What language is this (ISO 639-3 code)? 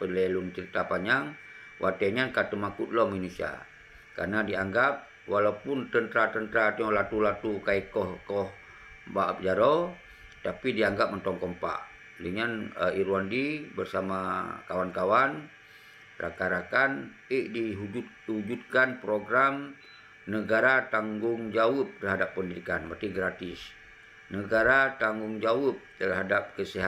ace